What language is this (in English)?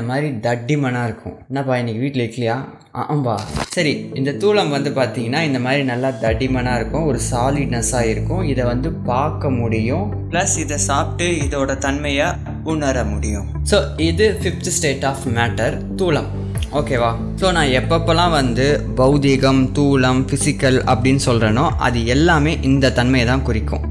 Tamil